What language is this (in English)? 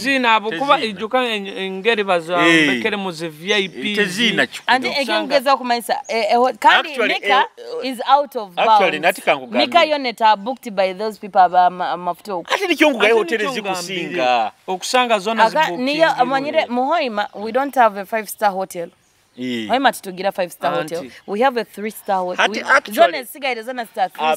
Nyoro